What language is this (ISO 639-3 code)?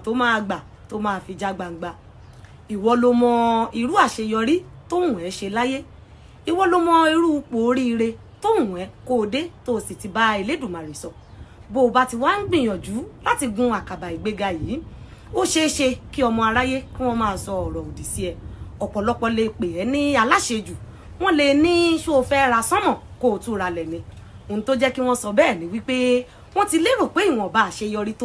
yor